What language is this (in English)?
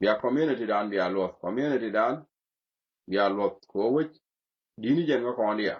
Nuer